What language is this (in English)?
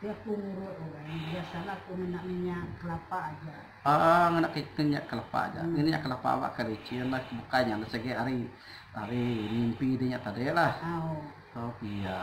Iban